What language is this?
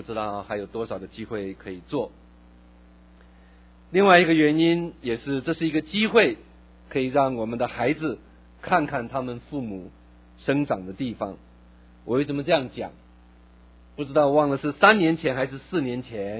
Chinese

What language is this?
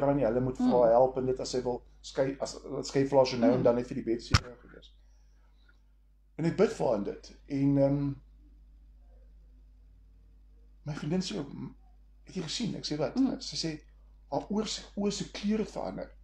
Afrikaans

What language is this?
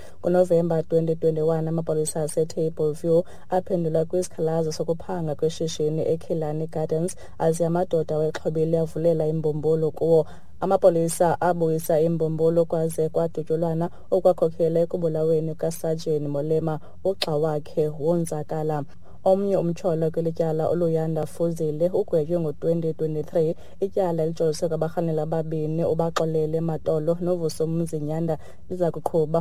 Xhosa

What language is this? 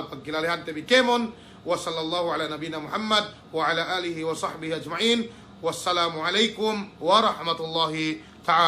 Yakan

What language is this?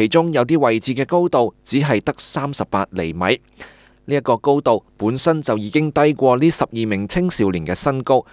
Cantonese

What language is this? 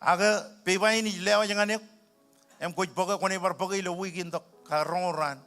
Marshallese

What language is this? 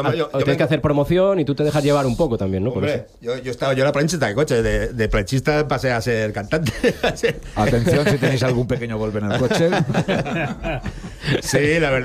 Spanish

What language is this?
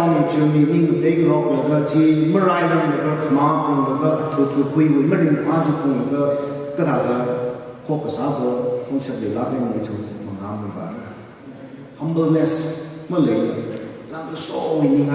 Tangkhul Naga (India)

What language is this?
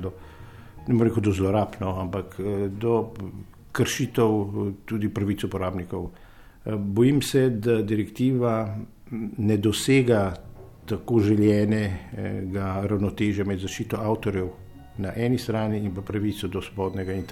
Slovenian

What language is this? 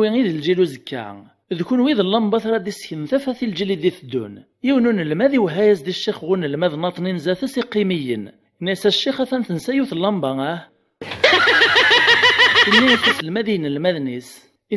Kabyle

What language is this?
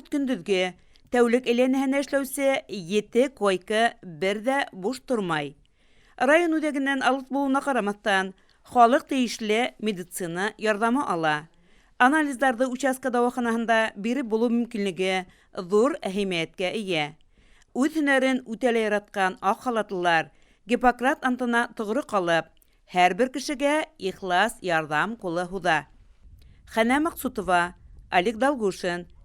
Bashkir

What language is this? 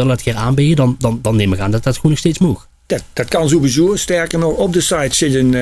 Limburgish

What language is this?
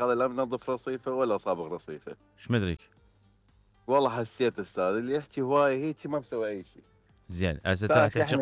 Mesopotamian Arabic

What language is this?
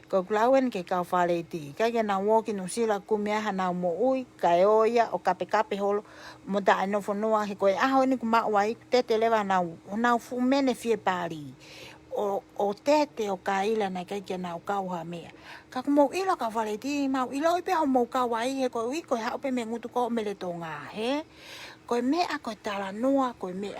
Tongan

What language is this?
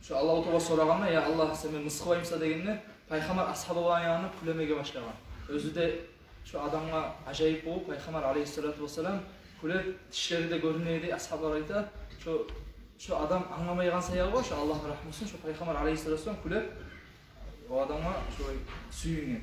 Kumyk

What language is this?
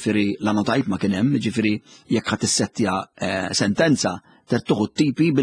Maltese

